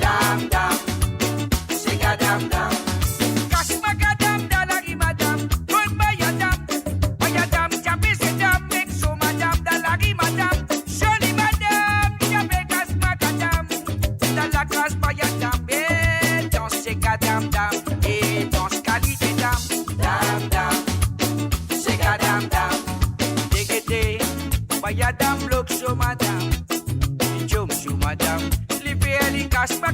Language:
Morisyen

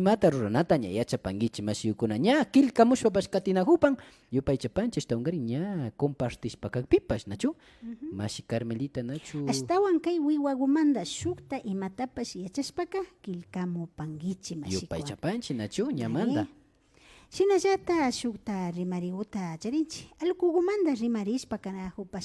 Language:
Imbabura Highland Quichua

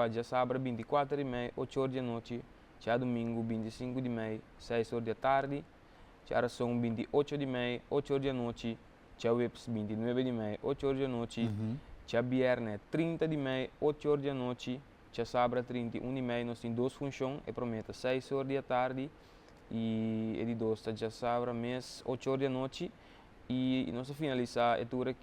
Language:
Papiamento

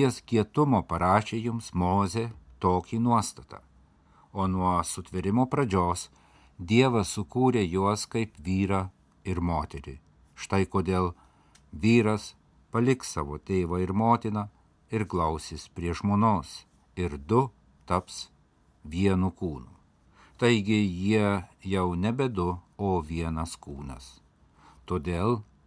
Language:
Lithuanian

